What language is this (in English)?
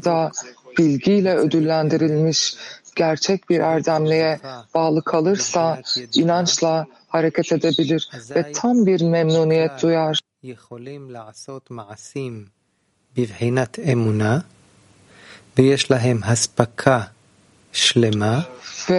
Turkish